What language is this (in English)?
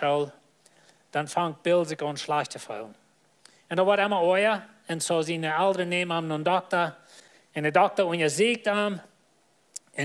Plautdietsch